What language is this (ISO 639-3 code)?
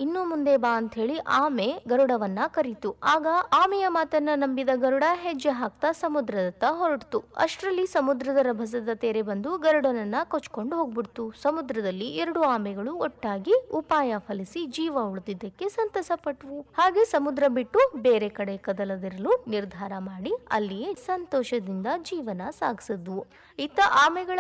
kan